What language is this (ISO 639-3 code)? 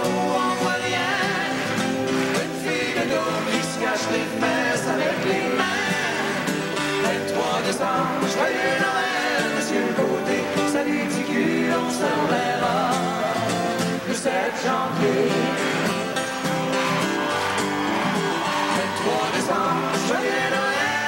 fra